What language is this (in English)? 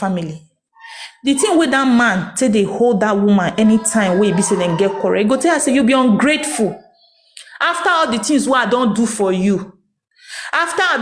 Nigerian Pidgin